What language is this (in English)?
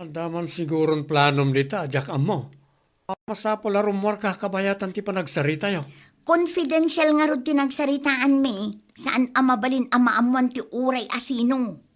Iloko